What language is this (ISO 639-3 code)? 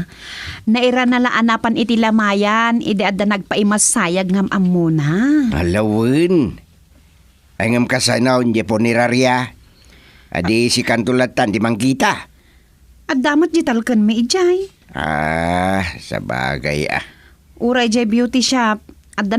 ilo